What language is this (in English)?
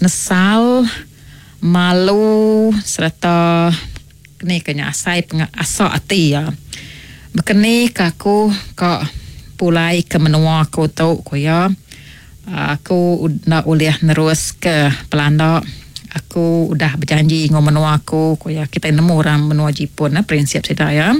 Iban